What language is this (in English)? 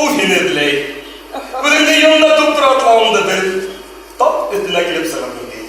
Bashkir